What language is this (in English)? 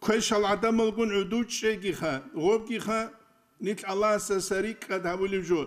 Avaric